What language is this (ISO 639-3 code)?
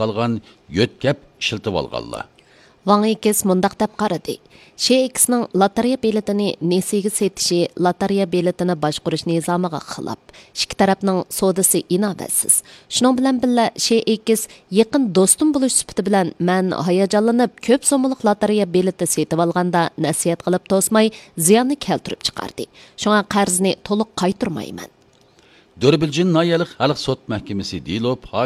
uig